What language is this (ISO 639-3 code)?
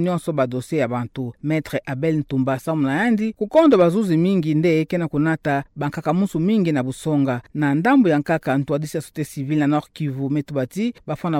ktu